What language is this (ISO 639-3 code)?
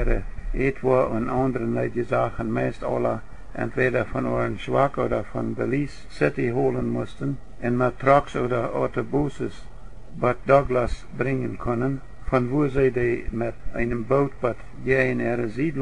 pdt